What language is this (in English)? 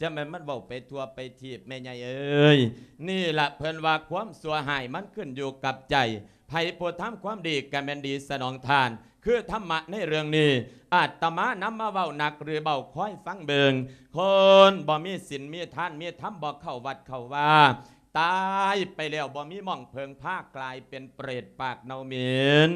Lao